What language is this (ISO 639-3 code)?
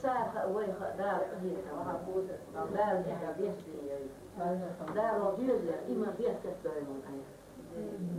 che